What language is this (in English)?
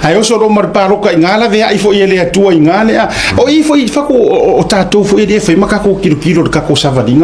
Samoan